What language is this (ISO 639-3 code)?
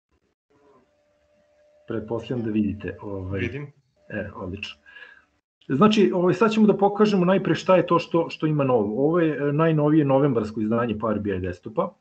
srp